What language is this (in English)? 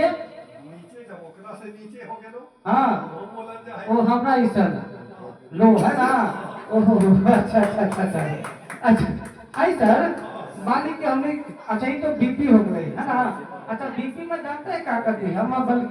Magahi